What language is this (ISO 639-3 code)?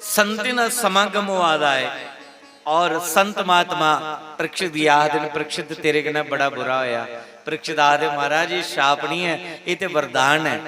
doi